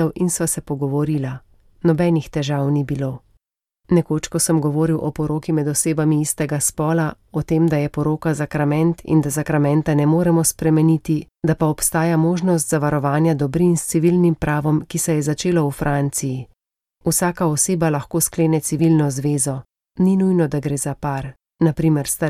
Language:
Slovenian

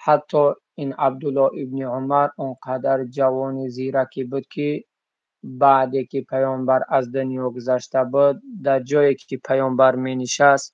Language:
Tajik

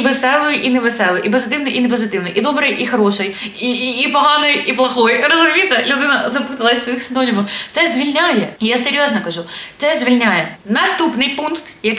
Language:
Ukrainian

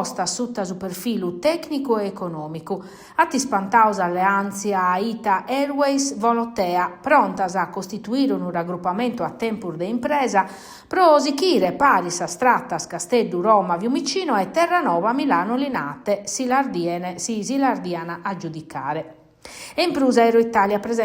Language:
Sardinian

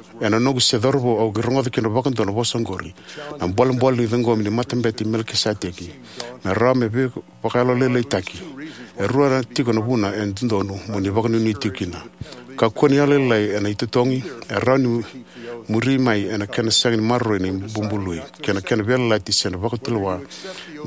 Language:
Fijian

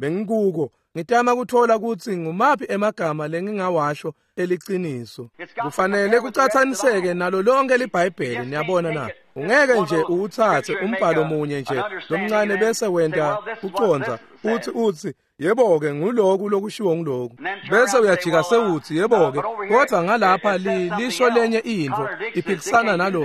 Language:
Swati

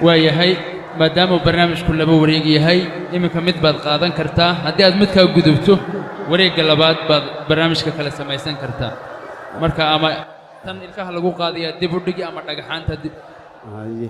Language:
Somali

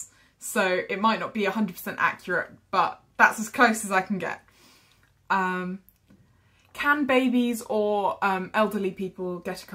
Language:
English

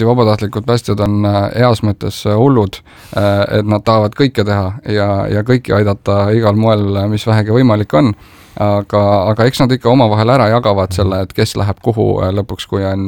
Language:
Estonian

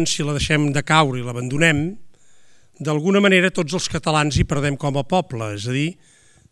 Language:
Catalan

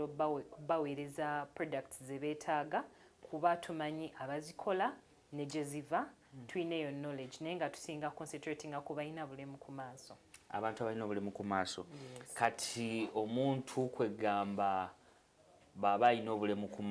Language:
Ganda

